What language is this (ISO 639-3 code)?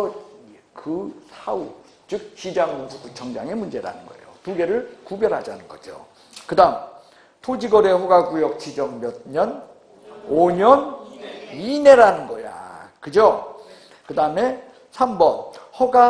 kor